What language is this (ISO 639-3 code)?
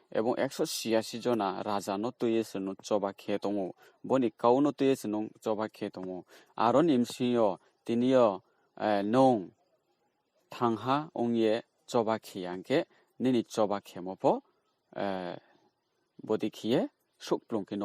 ria